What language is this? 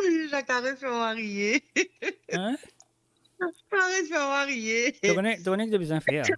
Morisyen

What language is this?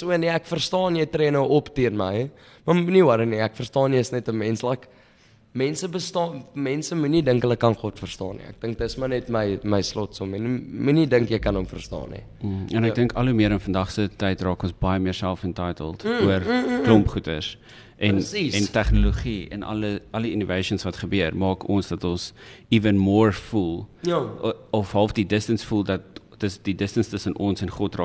Afrikaans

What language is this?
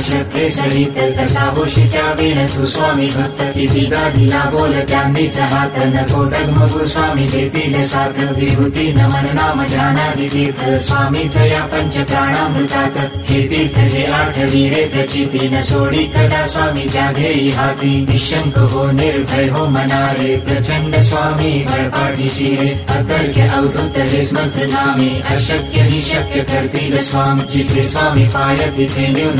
Marathi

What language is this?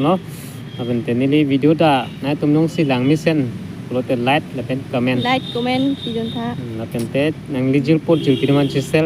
Karbi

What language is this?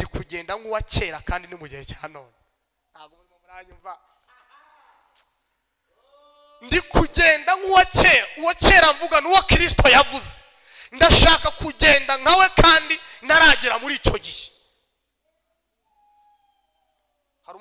Kinyarwanda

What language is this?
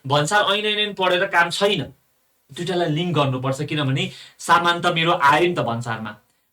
Nepali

